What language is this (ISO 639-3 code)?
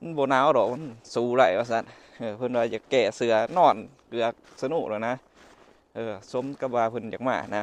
lao